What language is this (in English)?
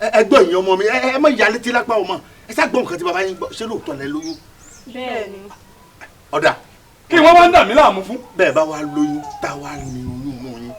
Yoruba